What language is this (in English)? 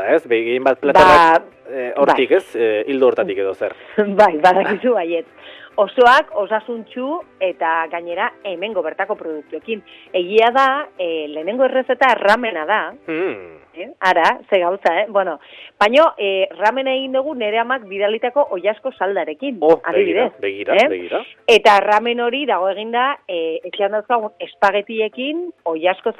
Basque